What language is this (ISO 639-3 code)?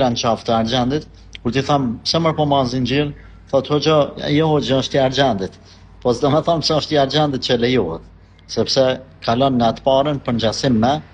sqi